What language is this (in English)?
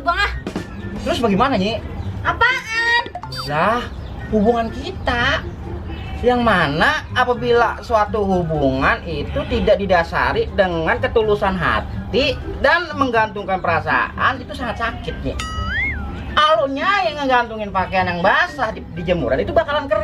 Betawi